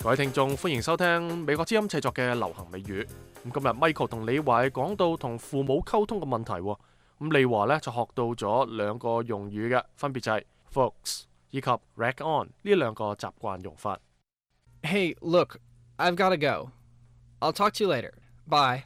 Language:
Cantonese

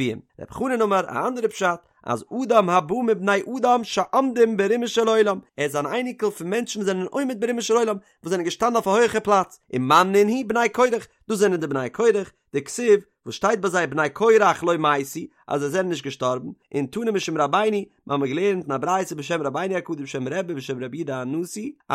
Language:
Yiddish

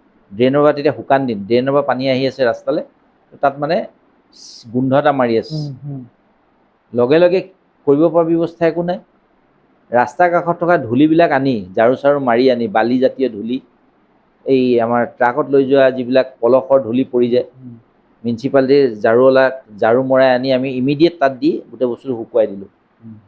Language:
Assamese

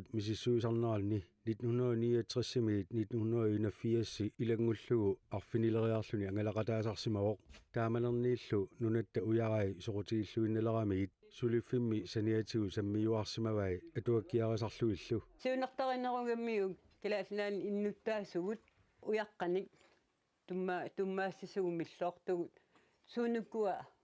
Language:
Kalaallisut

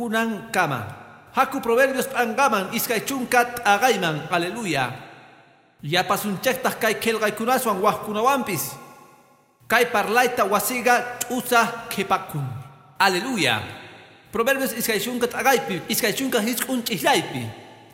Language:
Quechua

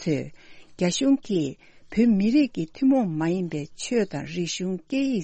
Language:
Tibetan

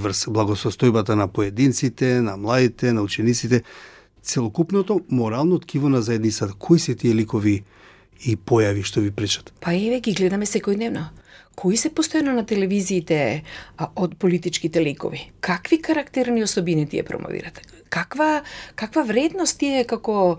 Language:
Macedonian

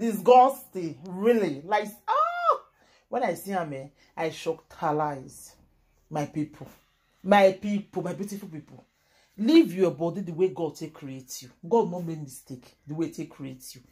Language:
Nigerian Pidgin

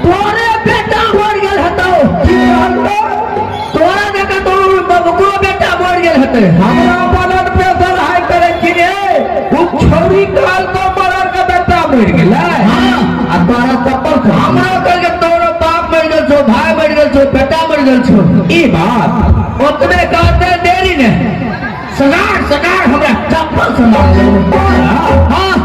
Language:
Maithili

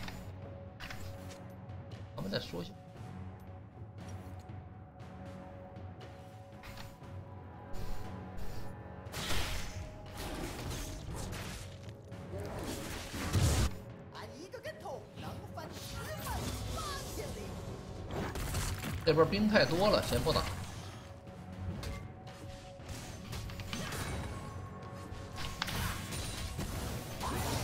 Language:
Chinese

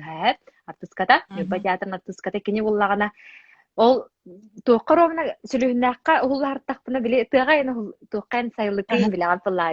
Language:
Yakut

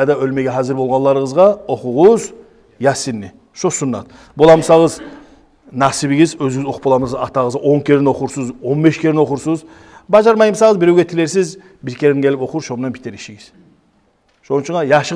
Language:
Kumyk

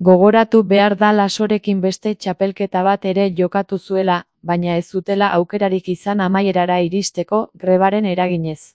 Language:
Basque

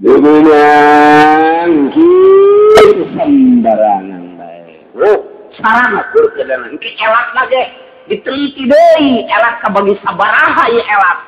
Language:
Sundanese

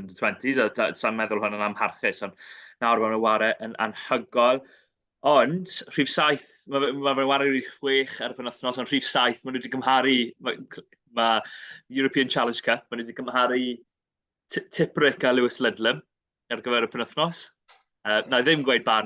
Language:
Welsh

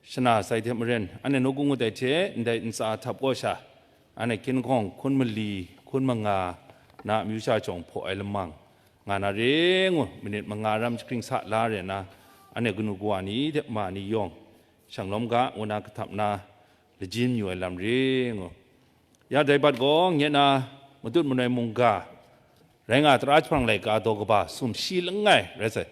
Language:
Kachin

